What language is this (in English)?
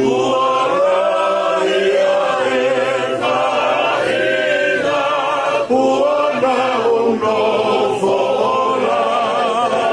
Tongan